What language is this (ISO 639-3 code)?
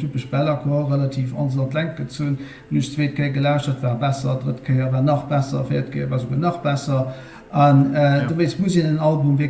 ltz